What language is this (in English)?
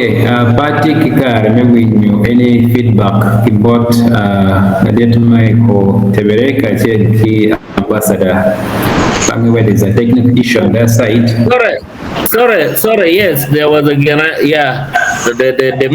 Acoli